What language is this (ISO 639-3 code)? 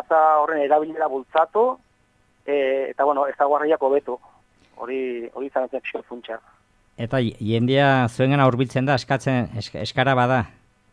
eus